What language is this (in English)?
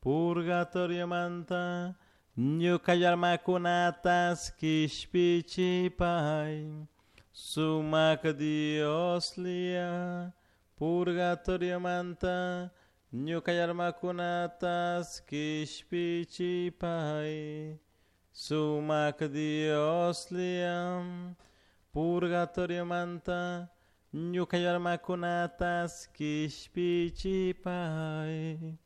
Chimborazo Highland Quichua